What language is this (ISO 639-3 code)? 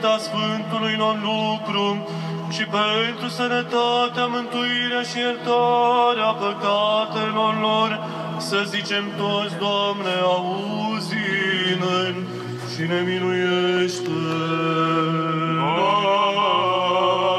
ron